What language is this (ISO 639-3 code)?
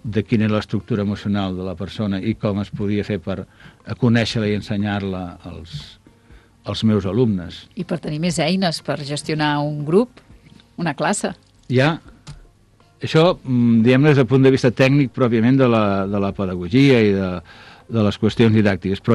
cat